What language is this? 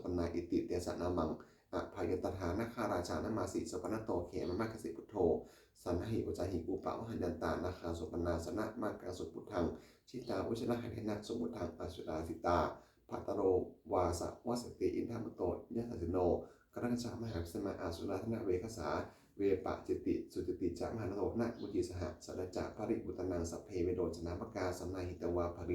Pali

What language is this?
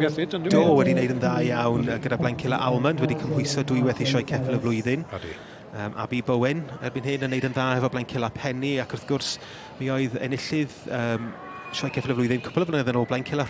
Welsh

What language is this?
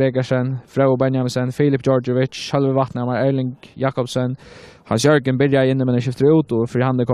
Faroese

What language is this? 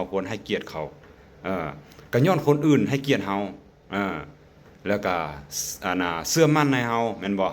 Lao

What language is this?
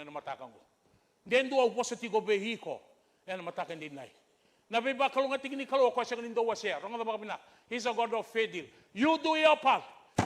Fijian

